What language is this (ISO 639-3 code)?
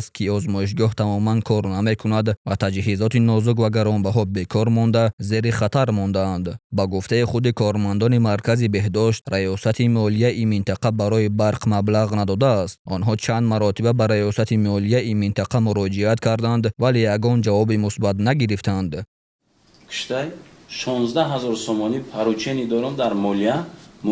tgk